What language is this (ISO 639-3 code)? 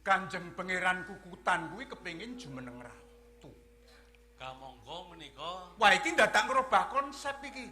jav